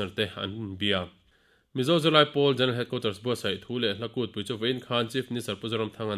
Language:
Mizo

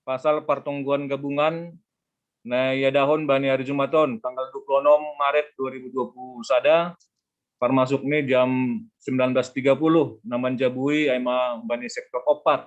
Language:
Batak Simalungun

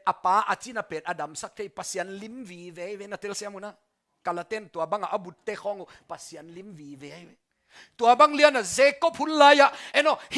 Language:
Tedim Chin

